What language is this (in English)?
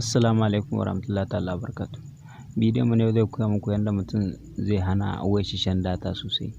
Hausa